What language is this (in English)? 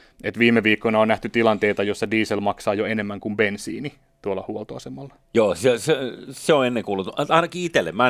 Finnish